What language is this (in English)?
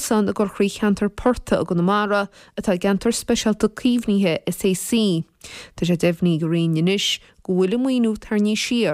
Irish